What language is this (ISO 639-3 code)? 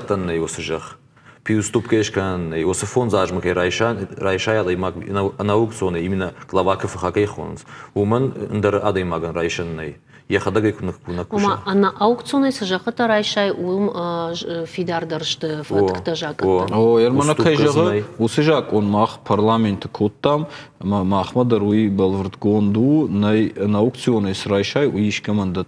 oss